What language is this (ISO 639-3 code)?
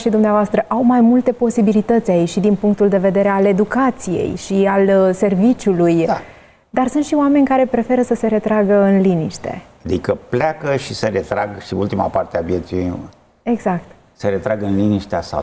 ron